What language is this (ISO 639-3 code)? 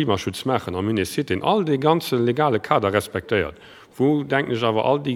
ltz